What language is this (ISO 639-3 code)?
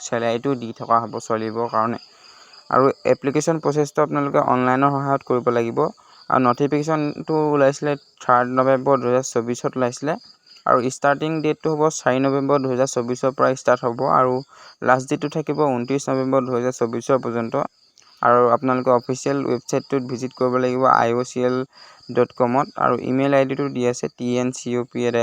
asm